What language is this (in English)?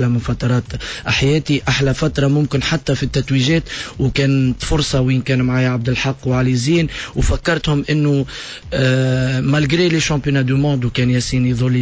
Tunisian Arabic